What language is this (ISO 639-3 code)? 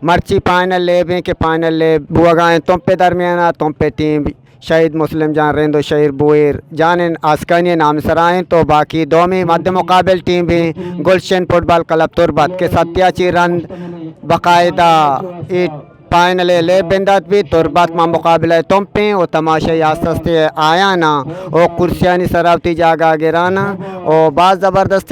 bgp